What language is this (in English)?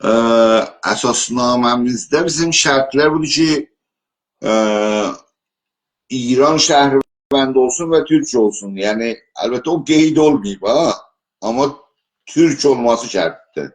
South Azerbaijani